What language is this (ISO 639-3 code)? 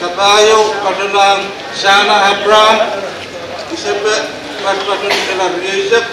pon